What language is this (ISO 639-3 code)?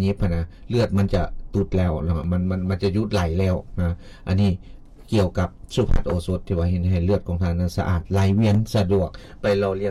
lao